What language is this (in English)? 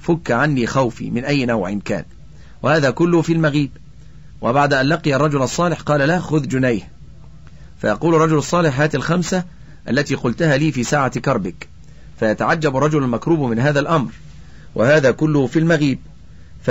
Arabic